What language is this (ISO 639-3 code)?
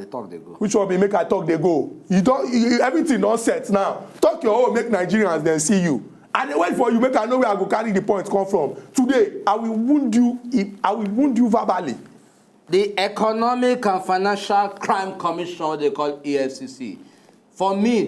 pcm